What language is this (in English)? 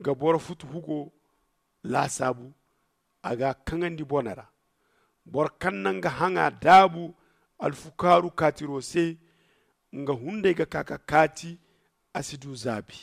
Zarma